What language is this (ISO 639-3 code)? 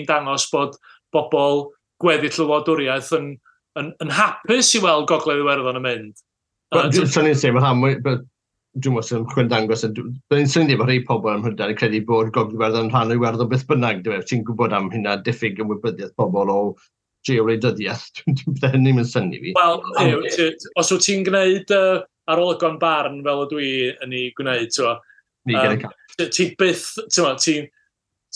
cym